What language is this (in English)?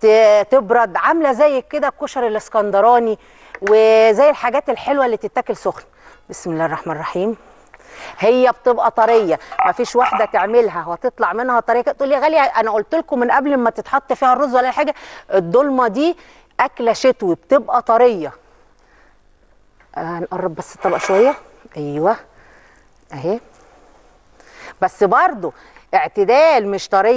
Egyptian Arabic